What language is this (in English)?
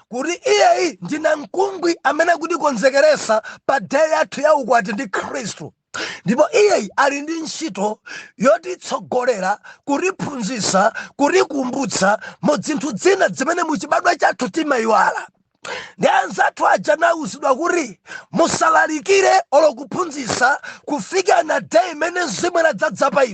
Nyanja